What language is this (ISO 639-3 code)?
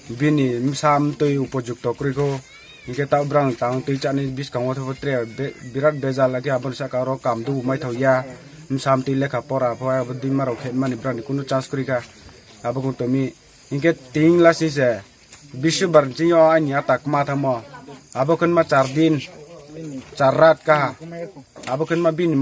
trp